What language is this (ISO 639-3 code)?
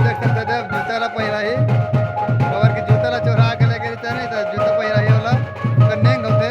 hne